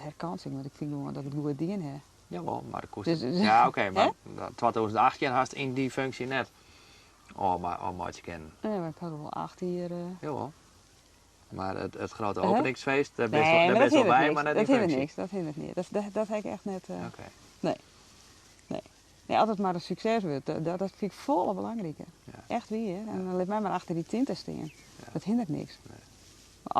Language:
Western Frisian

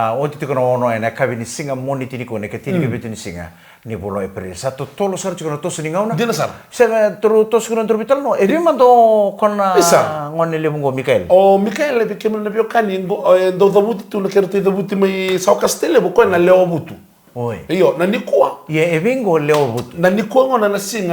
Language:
Fijian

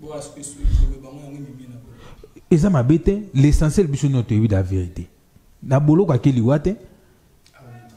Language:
Lingala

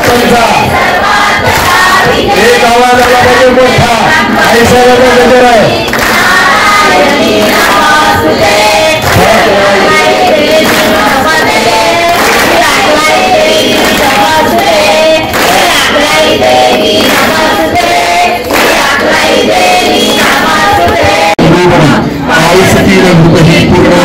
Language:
Marathi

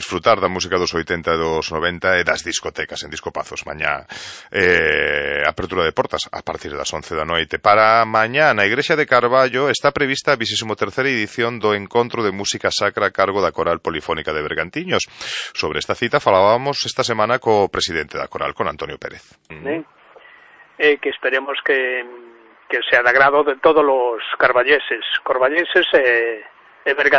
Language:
Galician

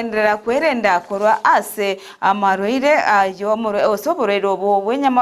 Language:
Gusii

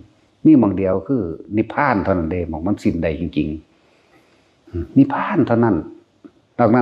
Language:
Northeastern Thai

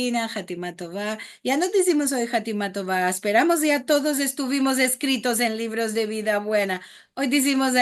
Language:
Ladino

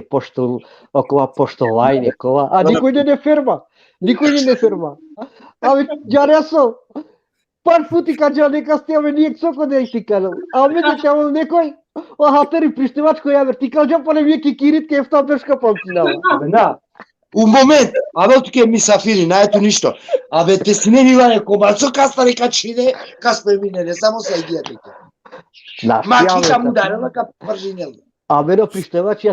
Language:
Balkan Romani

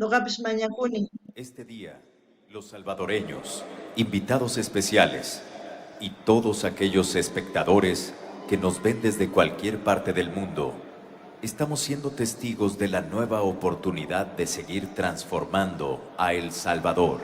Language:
South Bolivian Quechua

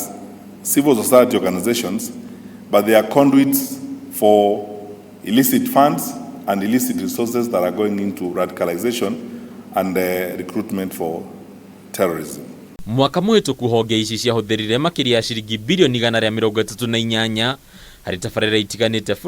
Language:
Kikuyu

